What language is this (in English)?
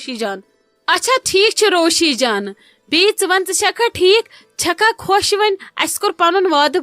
Kashmiri